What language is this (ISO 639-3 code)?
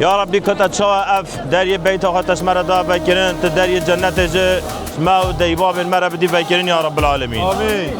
kur